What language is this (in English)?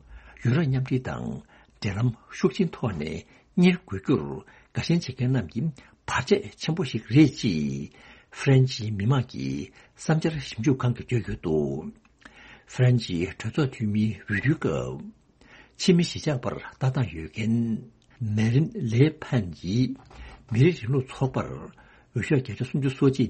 Tibetan